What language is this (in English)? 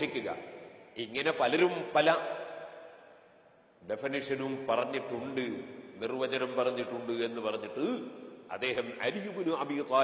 Malayalam